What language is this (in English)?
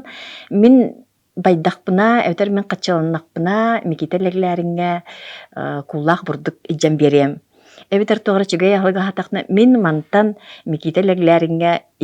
Yakut